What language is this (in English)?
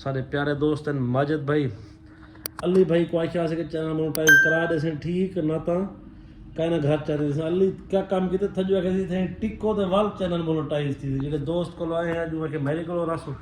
Saraiki